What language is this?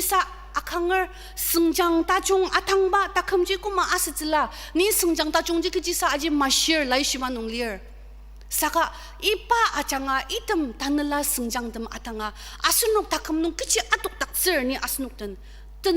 Ao Naga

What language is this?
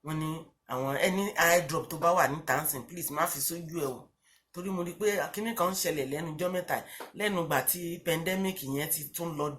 Yoruba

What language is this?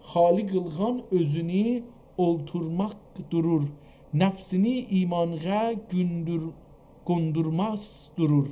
South Azerbaijani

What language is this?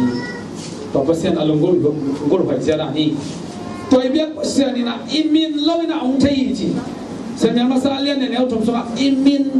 Tedim Chin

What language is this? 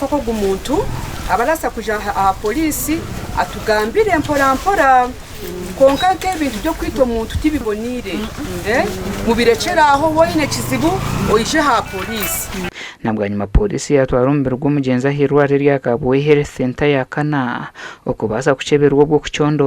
Nyankole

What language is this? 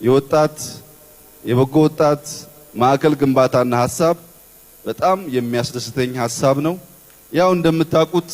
Amharic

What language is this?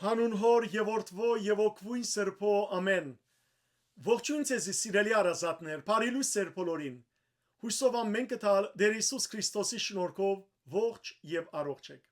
Western Armenian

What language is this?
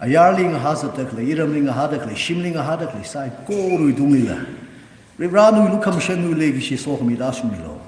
Tangkhul Naga (India)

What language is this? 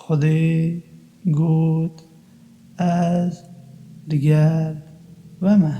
Kurdish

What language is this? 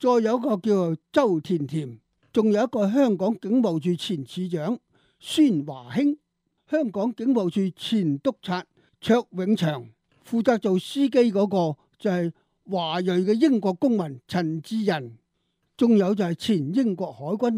Cantonese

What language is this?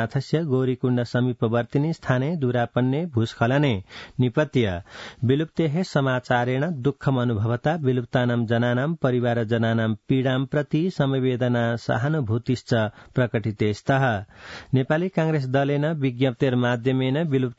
Sanskrit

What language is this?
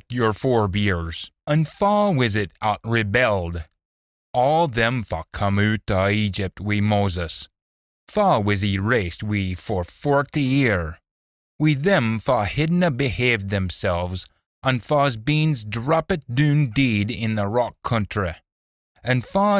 Scots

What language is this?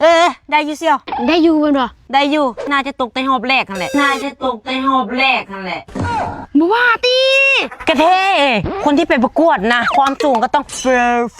Lao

